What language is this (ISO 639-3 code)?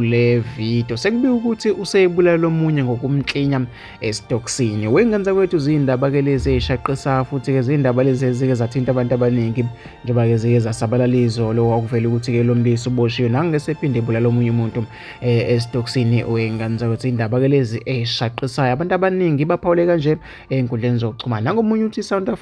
zul